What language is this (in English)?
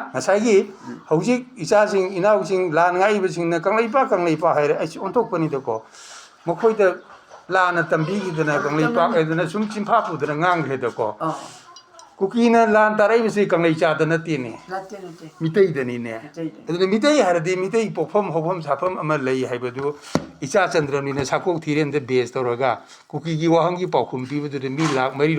Manipuri